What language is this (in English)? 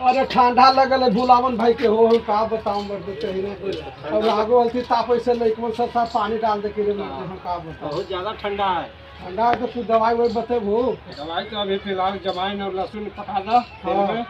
Magahi